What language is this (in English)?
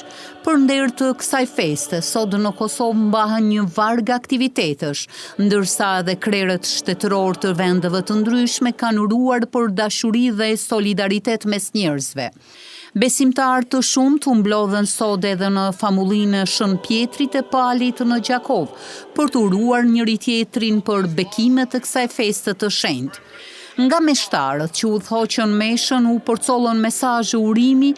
Albanian